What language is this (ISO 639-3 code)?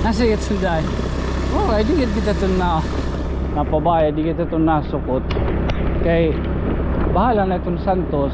war